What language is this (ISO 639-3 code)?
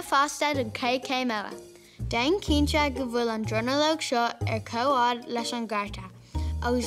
gle